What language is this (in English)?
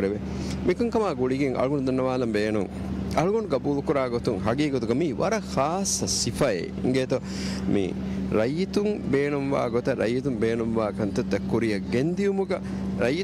Divehi